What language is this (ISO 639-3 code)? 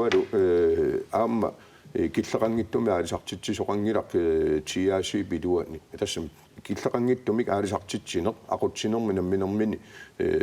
kal